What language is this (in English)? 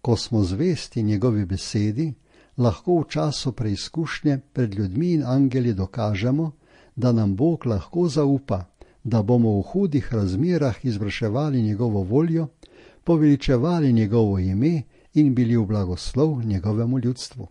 Slovenian